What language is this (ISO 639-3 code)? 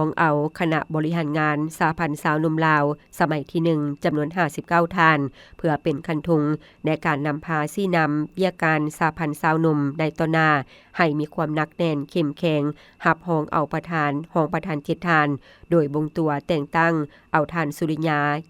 lao